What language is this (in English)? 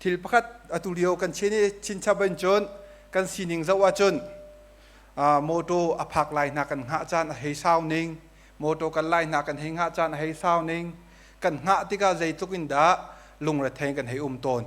Hakha Chin